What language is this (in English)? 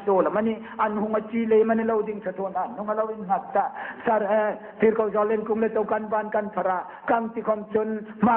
Hmar